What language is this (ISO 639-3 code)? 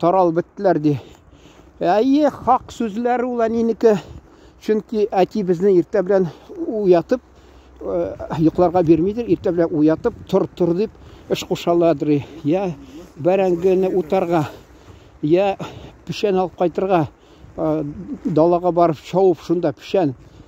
tat